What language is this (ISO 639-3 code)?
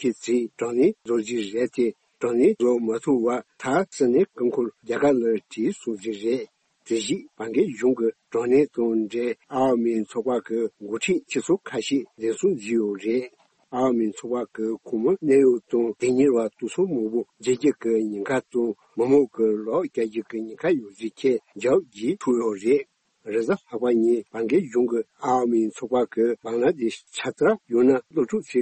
bod